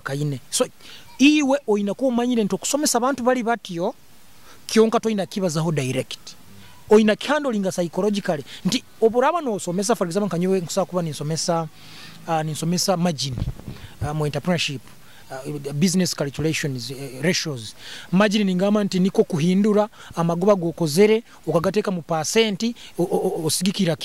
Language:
Nyoro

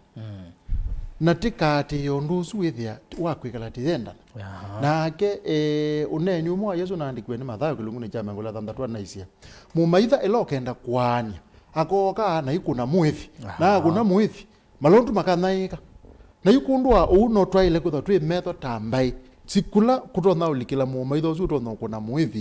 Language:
Kamba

